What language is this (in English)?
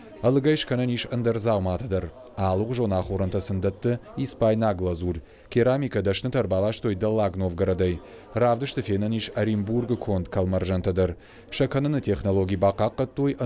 Ossetic